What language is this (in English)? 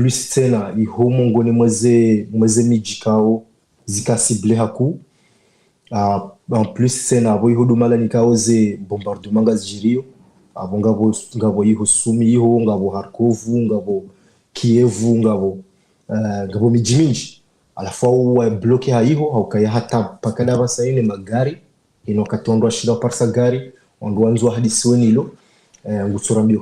Ngazidja Comorian